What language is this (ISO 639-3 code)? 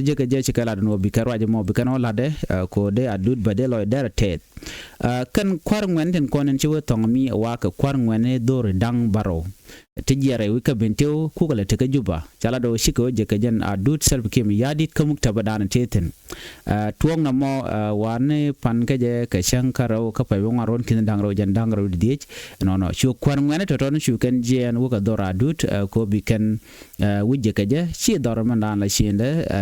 nus